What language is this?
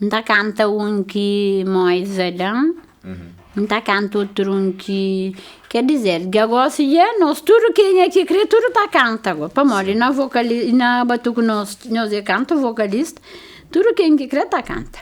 Kabuverdianu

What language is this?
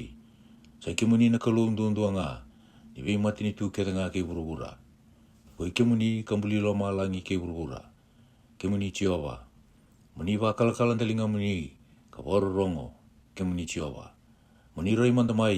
Fijian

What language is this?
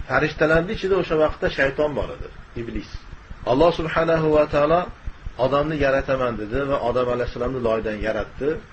Uzbek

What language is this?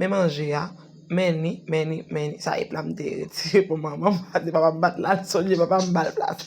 Haitian Creole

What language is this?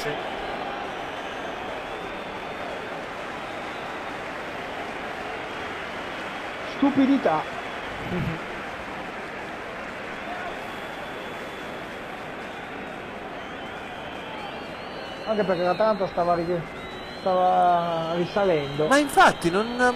Italian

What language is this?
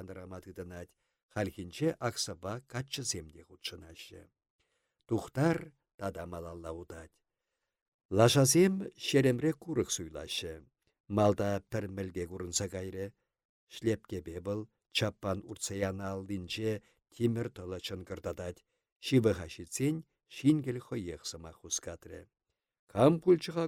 Chuvash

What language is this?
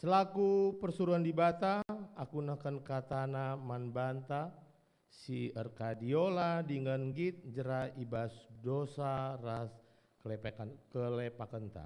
Batak Karo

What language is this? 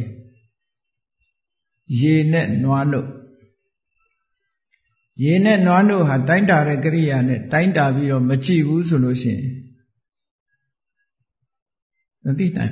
Burmese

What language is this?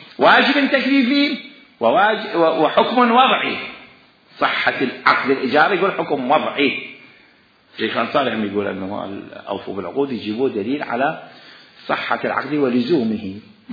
Mesopotamian Arabic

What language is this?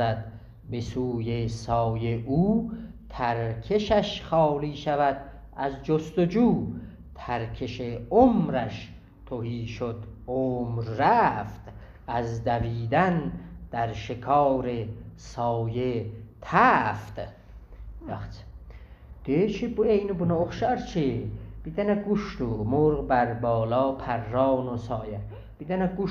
South Azerbaijani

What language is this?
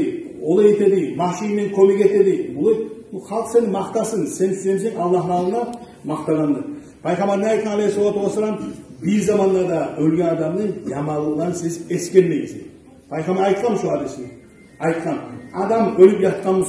Kumyk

